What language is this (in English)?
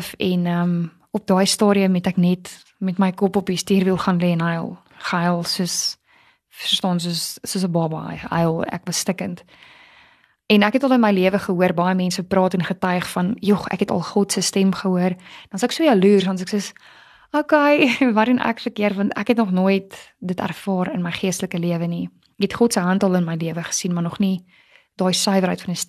Afrikaans